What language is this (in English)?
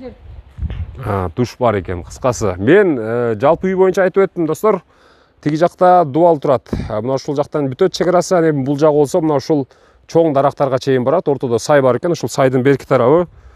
Kyrgyz